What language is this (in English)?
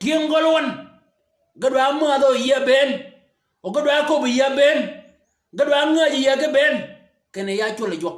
Shilluk